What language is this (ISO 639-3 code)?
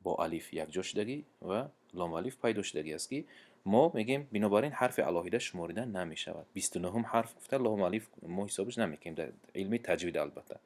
tgk